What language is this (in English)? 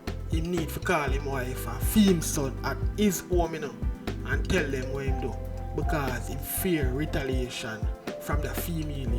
Jamaican Creole English